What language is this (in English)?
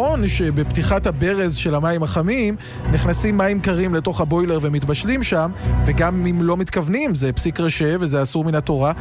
Hebrew